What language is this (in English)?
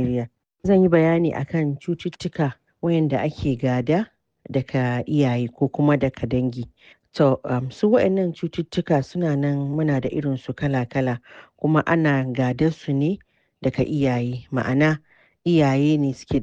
Hausa